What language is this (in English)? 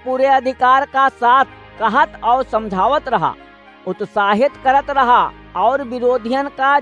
Awadhi